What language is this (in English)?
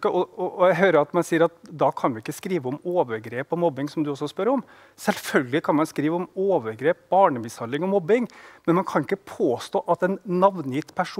Norwegian